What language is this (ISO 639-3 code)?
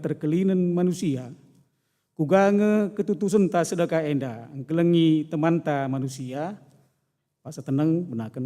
btx